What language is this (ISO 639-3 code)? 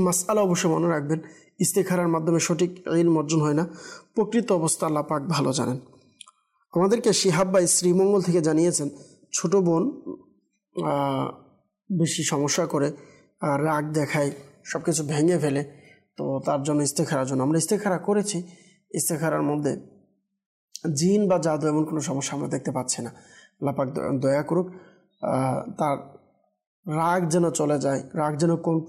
ben